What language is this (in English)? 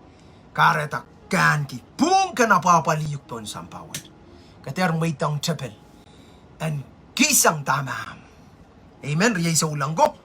Pohnpeian